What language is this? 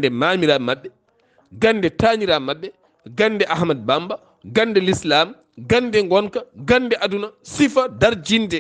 Fula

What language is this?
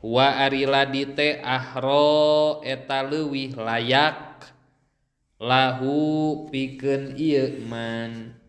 Sundanese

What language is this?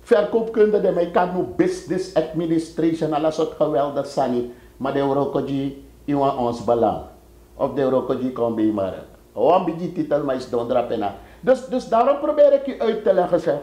Sranan Tongo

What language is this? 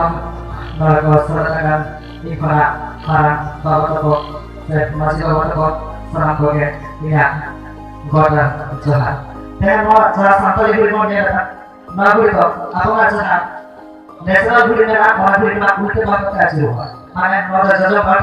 Santali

